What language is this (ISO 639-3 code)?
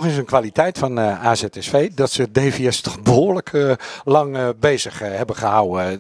nld